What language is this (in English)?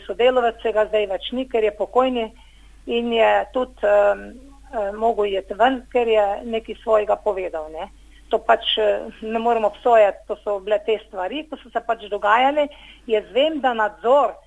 Slovenian